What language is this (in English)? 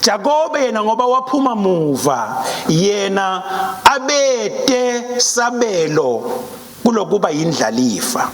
Swati